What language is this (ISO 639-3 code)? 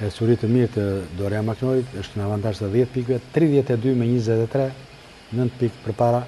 sqi